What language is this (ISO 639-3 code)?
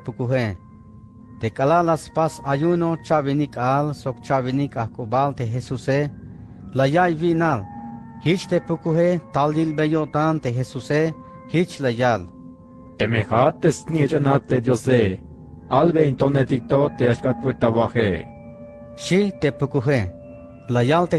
tzh